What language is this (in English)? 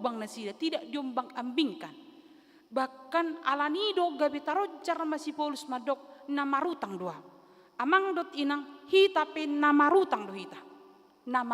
Batak Toba